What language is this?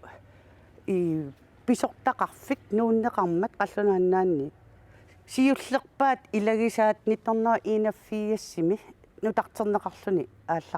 Kalaallisut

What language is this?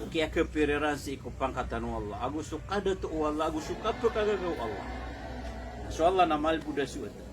Maranao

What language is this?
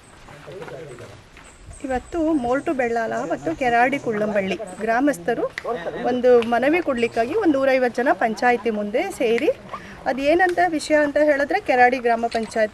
Kannada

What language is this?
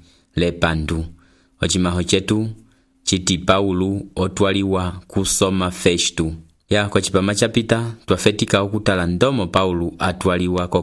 Umbundu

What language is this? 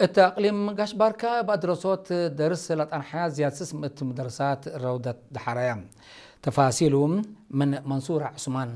Tigre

